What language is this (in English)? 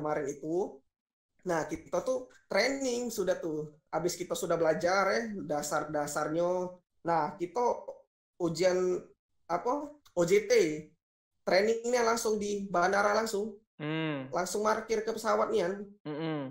Musi